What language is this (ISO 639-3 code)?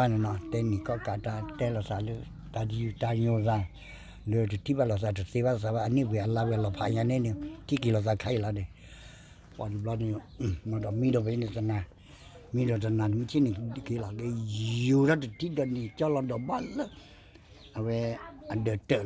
ksw